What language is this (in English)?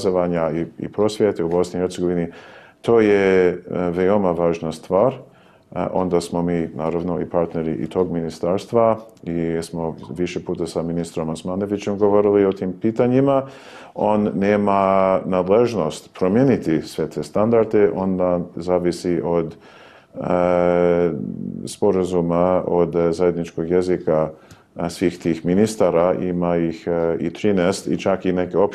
Bosnian